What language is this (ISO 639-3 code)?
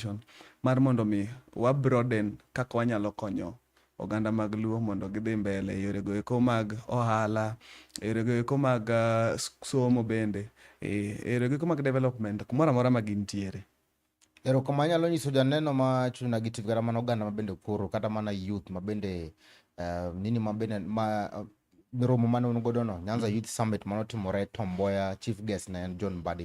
luo